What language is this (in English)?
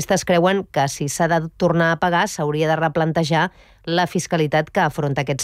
Catalan